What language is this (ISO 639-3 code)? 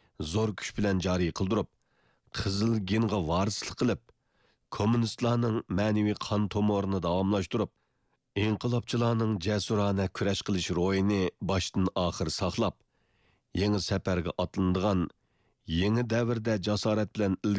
uig